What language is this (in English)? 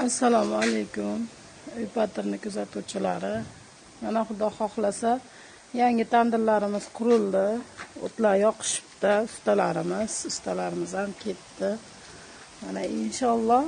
Uzbek